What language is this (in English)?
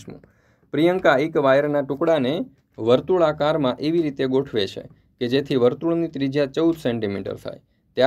Gujarati